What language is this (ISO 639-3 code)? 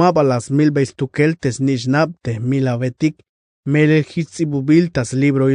tzh